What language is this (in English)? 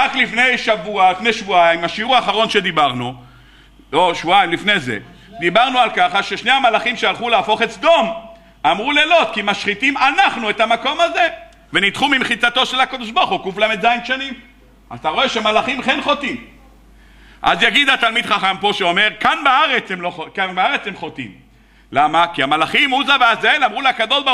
Hebrew